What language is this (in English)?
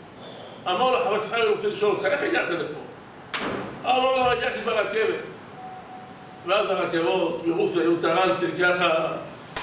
Hebrew